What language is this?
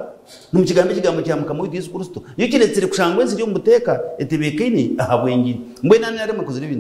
Nyankole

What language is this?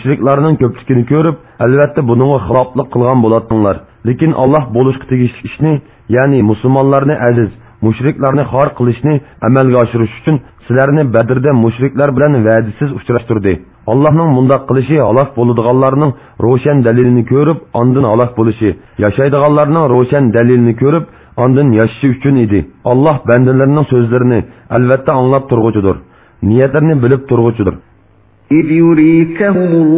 Uyghur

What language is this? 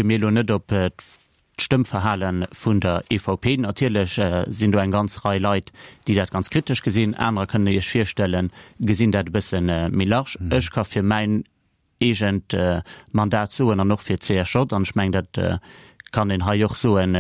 Luxembourgish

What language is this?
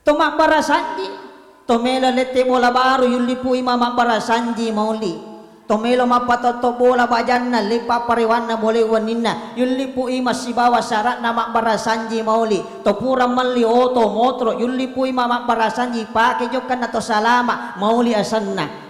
Buginese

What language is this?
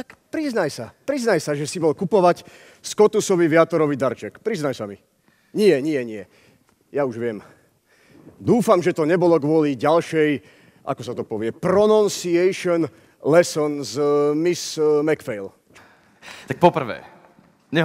Slovak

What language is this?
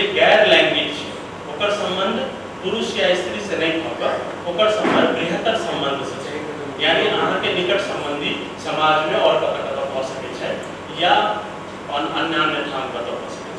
Maithili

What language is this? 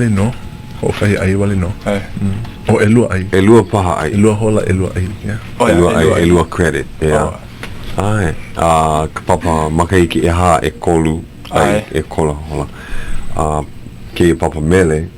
Hawaiian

